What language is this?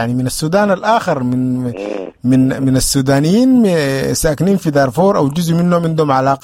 Sudanese Arabic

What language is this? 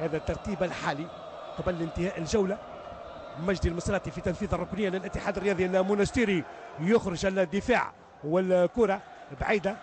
Tunisian Arabic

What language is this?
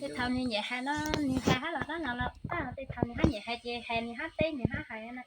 Hmong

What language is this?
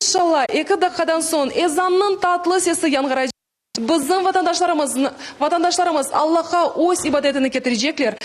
Crimean Tatar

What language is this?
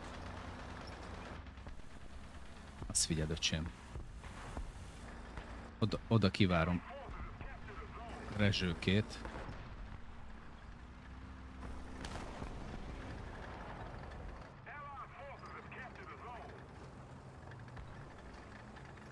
Hungarian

